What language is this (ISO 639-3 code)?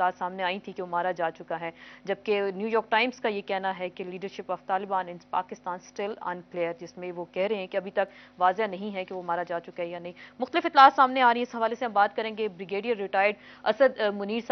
urd